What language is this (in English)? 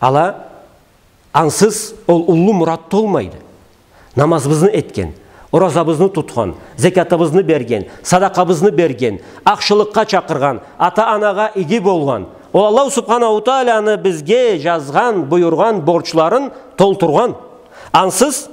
Karachay-Balkar